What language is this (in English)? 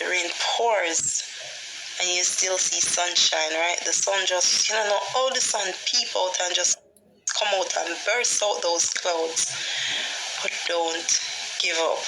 Jamaican Creole English